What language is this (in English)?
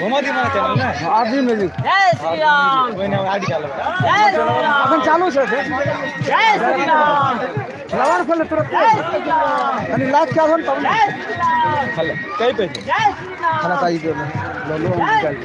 Maithili